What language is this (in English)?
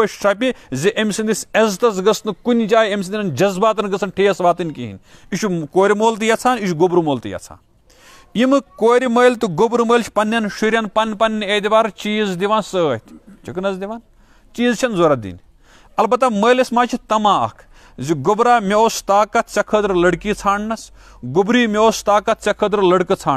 Kashmiri